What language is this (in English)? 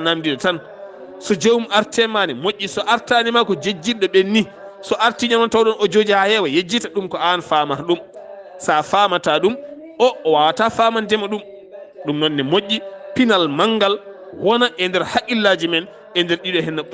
Fula